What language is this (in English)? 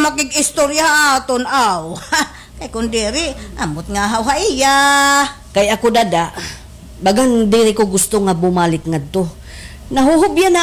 Waray